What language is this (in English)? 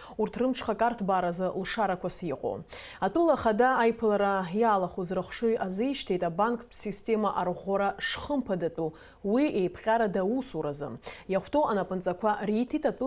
Abkhazian